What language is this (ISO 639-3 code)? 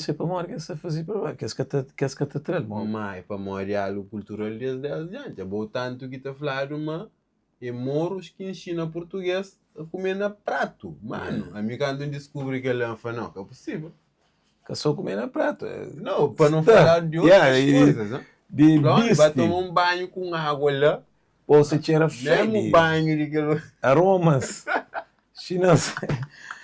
kea